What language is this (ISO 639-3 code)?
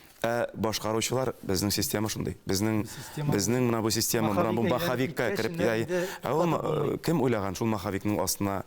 tat